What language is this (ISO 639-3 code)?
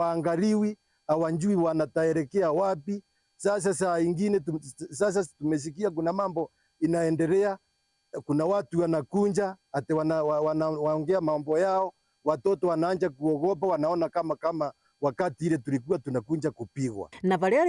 mer